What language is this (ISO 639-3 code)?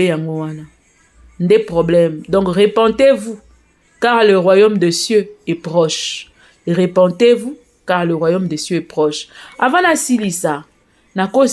lin